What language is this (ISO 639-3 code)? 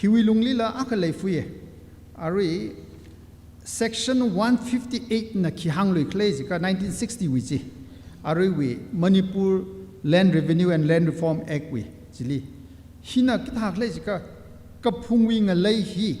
nmf